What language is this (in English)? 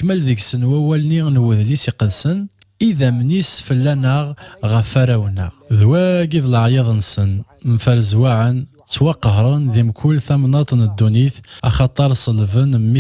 Kabyle